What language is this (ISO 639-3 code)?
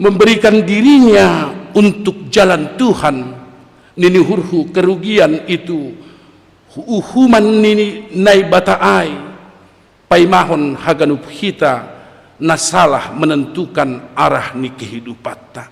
bts